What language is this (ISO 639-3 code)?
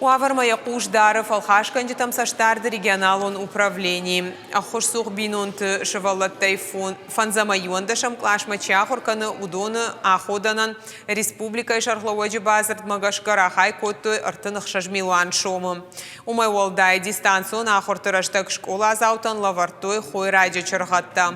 oss